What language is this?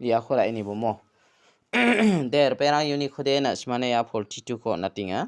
Garo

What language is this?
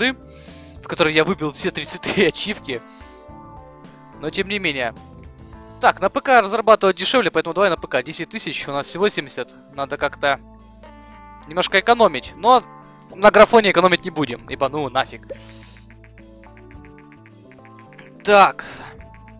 Russian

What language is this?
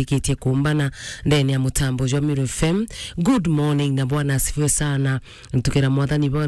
Meru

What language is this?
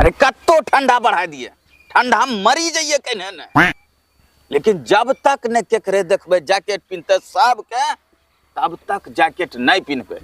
Angika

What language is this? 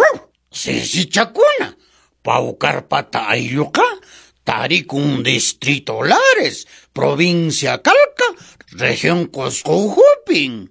Quechua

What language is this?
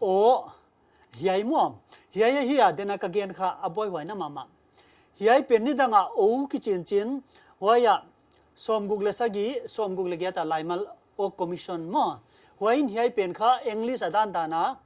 Paite Chin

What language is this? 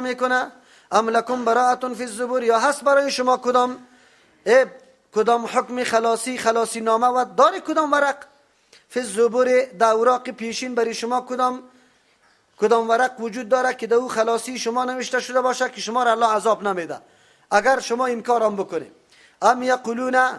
Persian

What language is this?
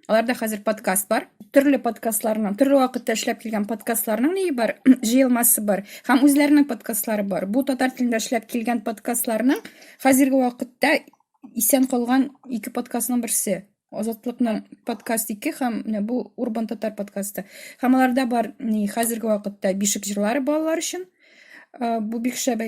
Tatar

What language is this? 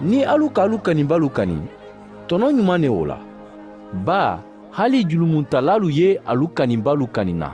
Mandingo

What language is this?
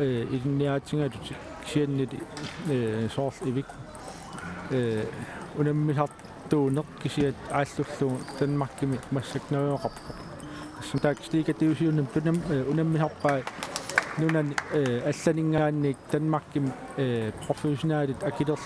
Kalaallisut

